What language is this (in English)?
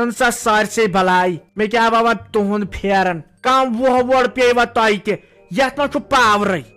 Kashmiri